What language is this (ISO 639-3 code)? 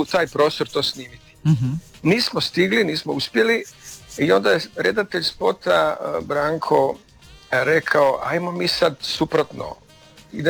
hrv